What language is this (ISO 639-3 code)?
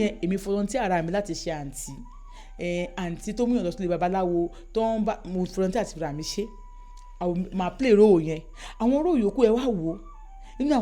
yor